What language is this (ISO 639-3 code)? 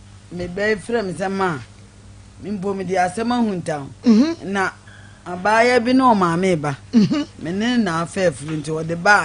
aka